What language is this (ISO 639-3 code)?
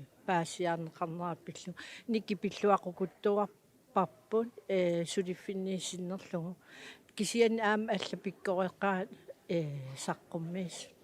kal